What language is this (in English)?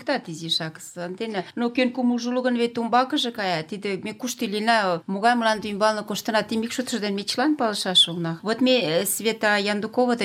Mari